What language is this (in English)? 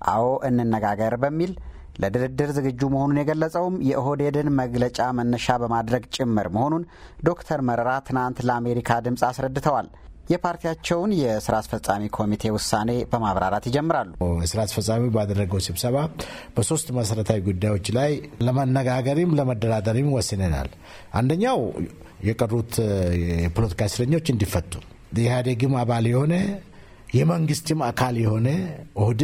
Amharic